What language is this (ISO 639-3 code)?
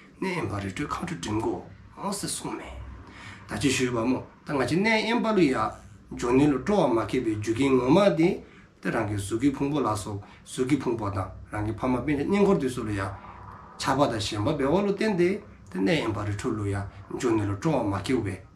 dzo